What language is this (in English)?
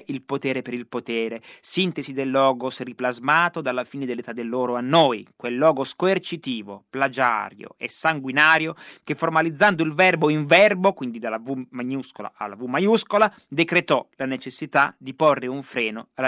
Italian